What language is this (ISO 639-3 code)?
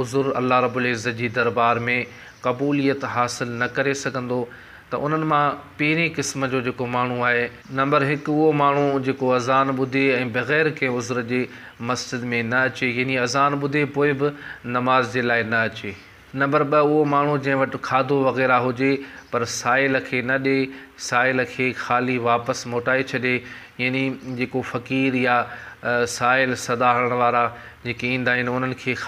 snd